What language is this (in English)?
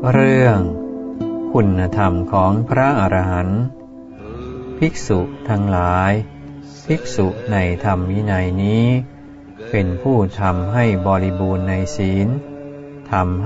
Thai